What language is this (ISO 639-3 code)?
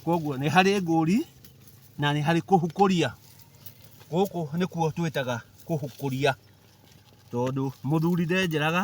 kik